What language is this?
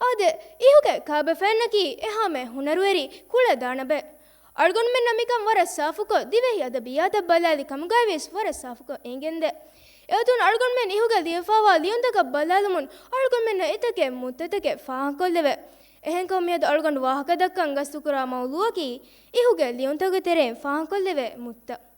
Divehi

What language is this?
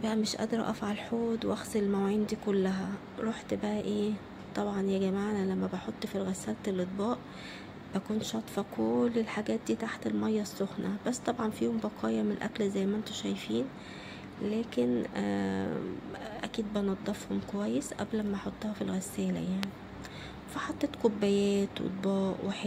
Egyptian Arabic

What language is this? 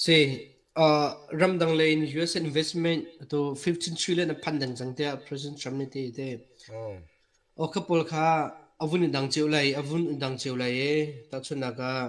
Hakha Chin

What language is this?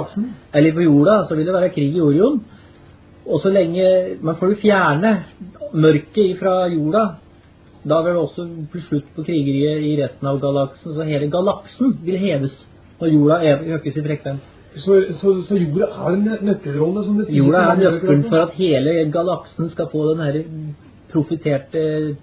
Norwegian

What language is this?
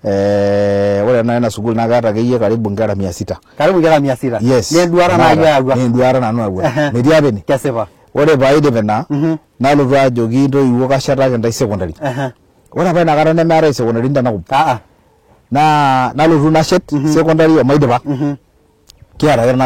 Masai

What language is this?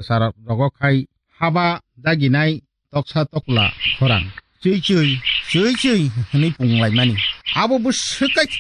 Kok Borok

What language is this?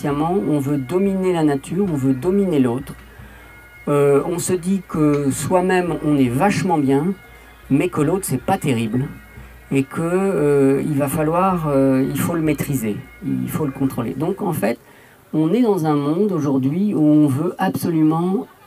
French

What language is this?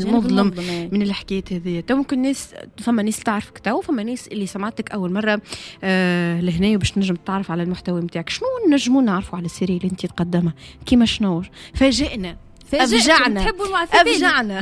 Tunisian Arabic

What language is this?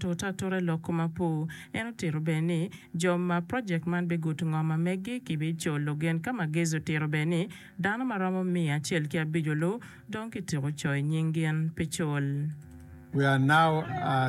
Acoli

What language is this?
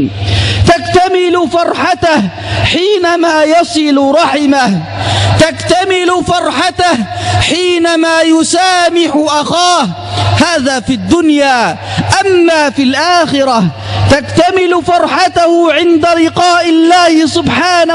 Arabic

